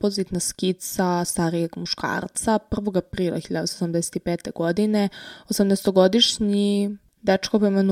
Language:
Serbian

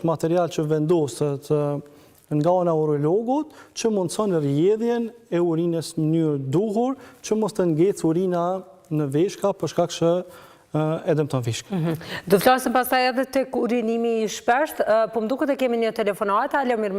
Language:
Albanian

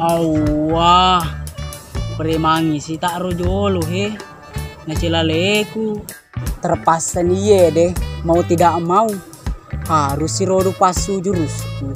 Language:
Buginese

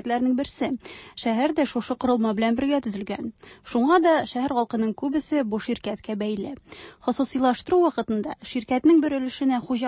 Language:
Tatar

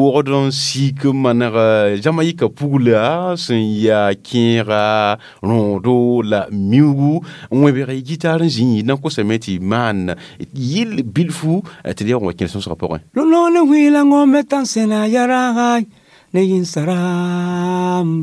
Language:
Mossi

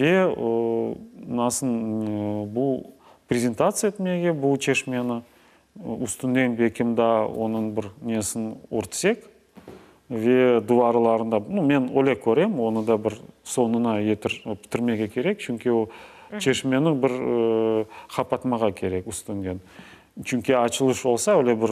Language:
Crimean Tatar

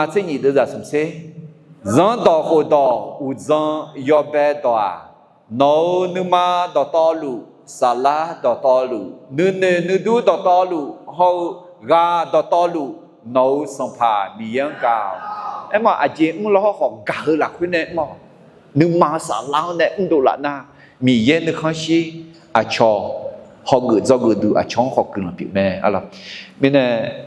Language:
Akha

